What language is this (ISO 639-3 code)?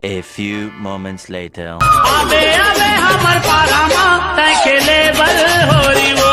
hne